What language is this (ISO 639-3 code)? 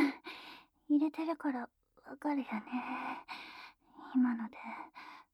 jpn